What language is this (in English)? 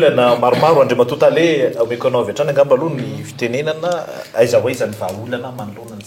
Malagasy